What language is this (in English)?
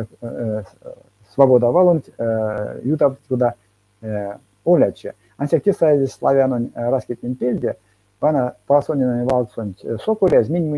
Erzya